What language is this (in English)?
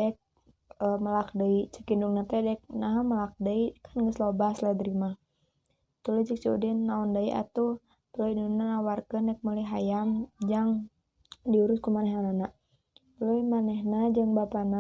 Sundanese